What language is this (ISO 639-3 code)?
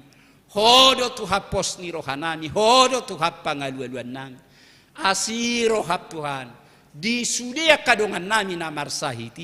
bbc